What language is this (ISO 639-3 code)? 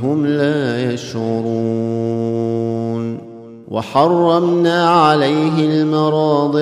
ara